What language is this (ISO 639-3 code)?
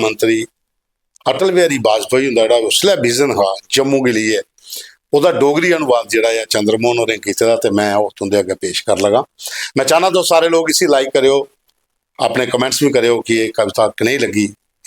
doi